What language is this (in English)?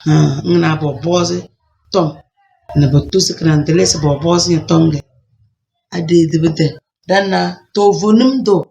Tem